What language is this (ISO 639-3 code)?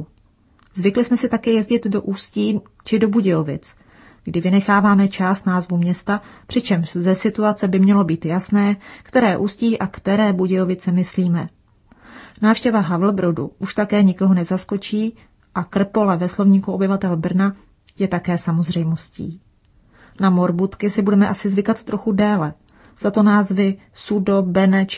ces